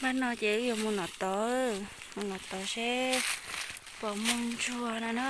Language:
Hmong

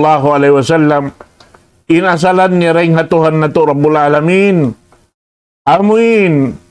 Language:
Tausug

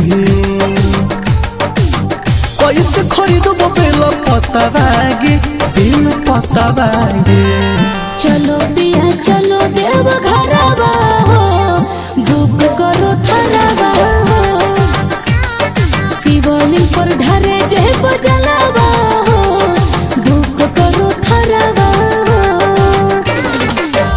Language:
Bhojpuri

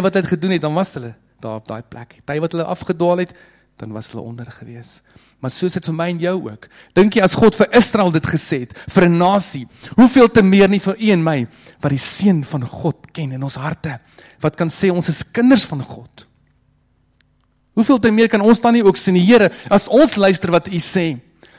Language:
Afrikaans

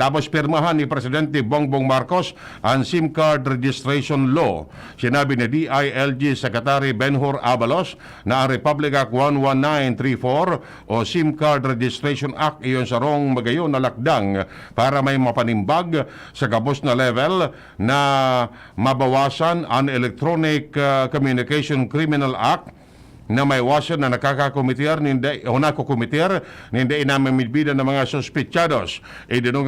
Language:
Bikol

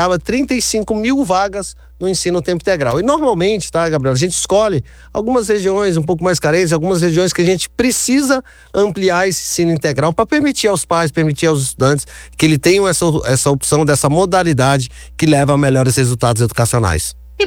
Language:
Portuguese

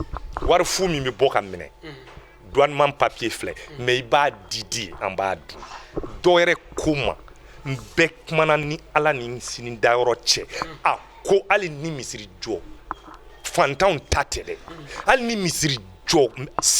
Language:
Bambara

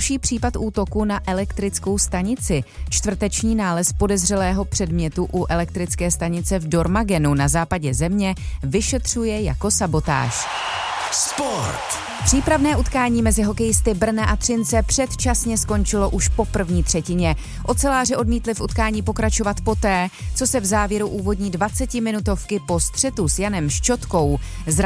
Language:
Czech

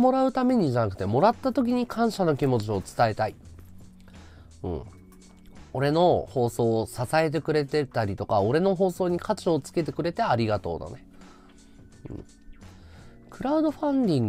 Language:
Japanese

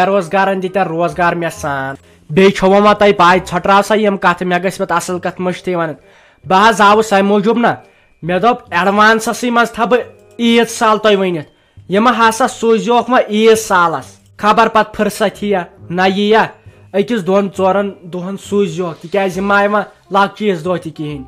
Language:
Kashmiri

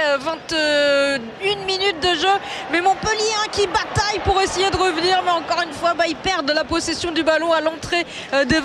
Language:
French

